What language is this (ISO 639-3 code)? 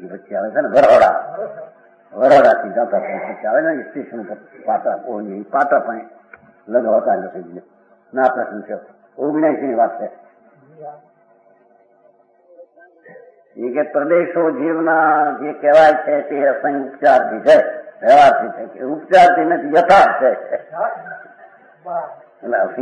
guj